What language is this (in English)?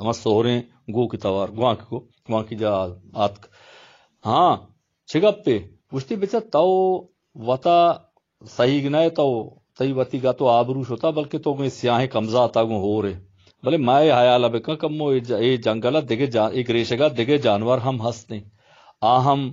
Baluchi